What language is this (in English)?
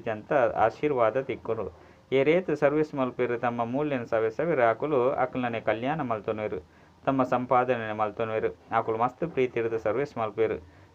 Tulu